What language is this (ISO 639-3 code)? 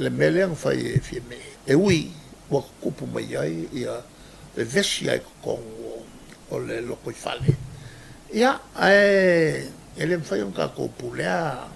smo